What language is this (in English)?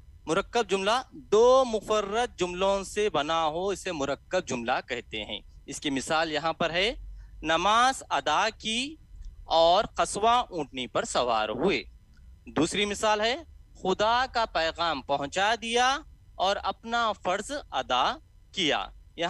Urdu